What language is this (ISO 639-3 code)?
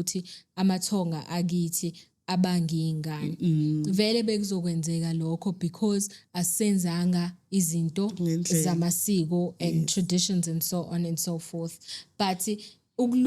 zul